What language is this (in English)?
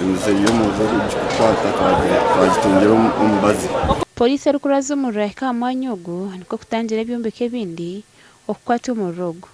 Nyankole